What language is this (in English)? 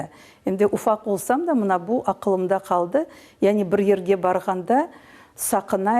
Crimean Tatar